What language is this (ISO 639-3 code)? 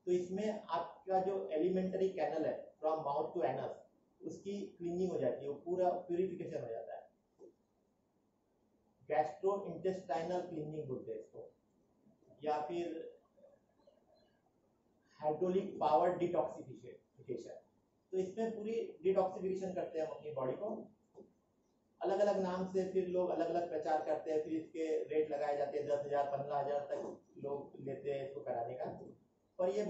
hin